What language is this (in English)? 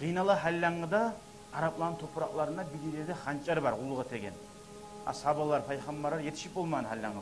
Kumyk